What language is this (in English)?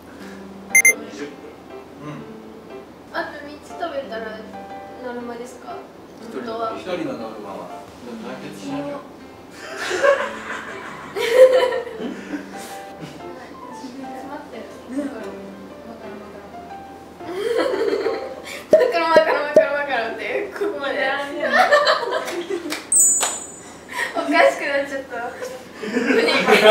Japanese